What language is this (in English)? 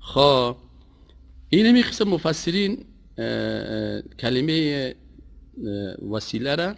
Persian